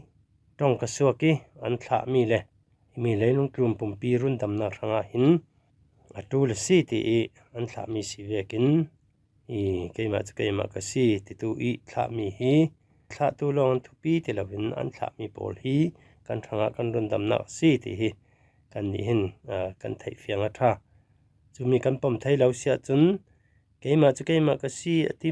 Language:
Falam Chin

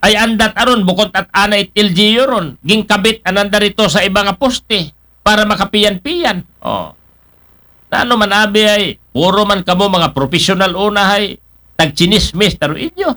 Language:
Aklanon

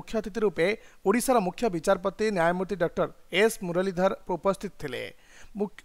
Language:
Odia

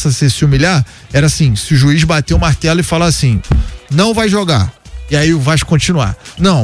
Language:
Portuguese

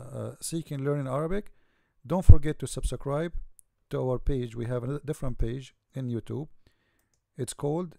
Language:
English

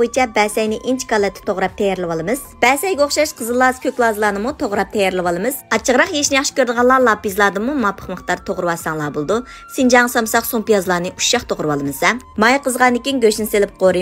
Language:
Uyghur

